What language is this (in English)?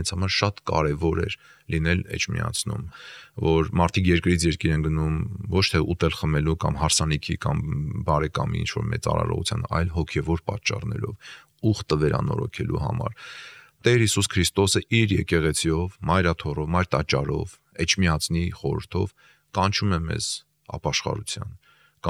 Armenian